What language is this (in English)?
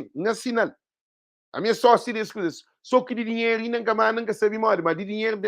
Kabuverdianu